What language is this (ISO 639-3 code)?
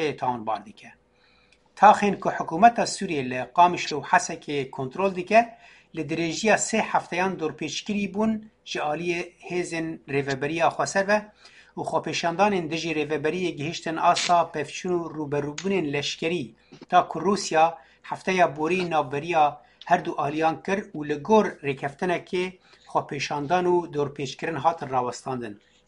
kur